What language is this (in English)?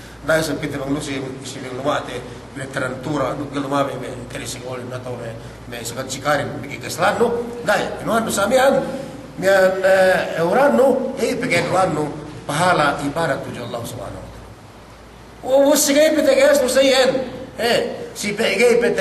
Yakan